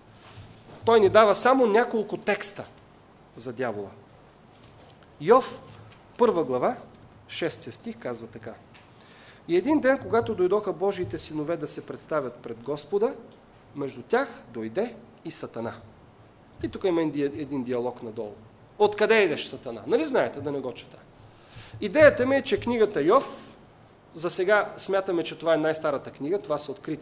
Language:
Bulgarian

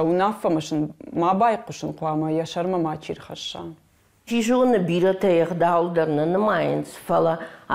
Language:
Ossetic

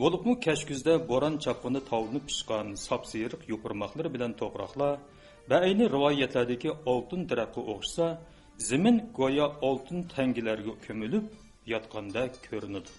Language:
Uyghur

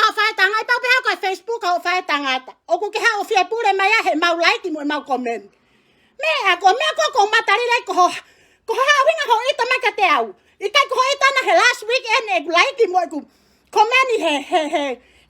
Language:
Tongan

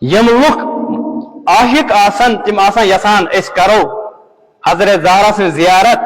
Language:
Kashmiri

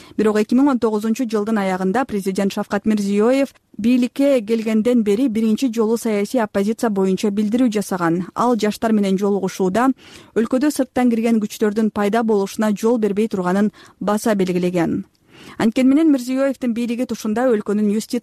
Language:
Kyrgyz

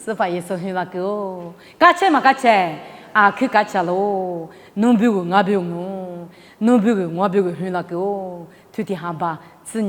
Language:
Lisu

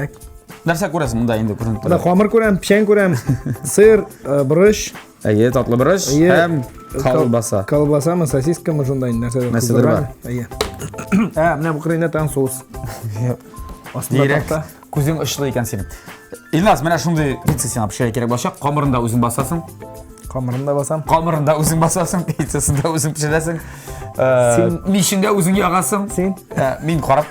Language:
Tatar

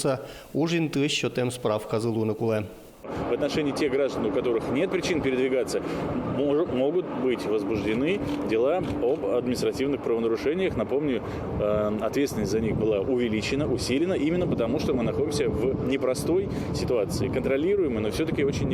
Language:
Udmurt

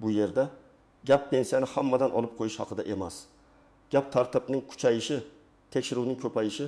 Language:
Uzbek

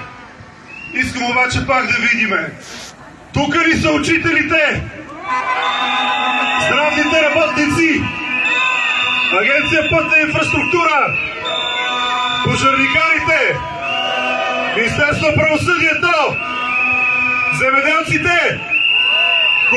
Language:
Bulgarian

